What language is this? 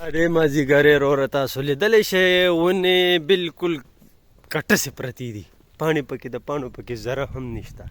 Pashto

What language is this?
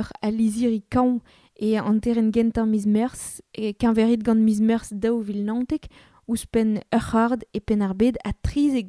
Breton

